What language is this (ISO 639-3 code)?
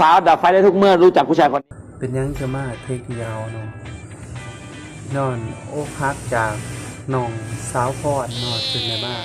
lao